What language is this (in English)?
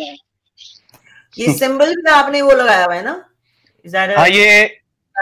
Hindi